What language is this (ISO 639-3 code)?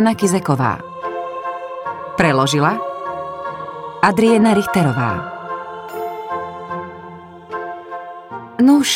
slk